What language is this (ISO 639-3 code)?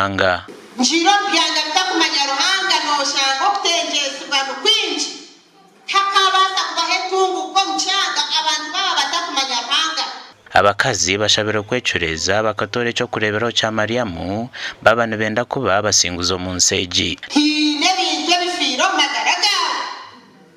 nyn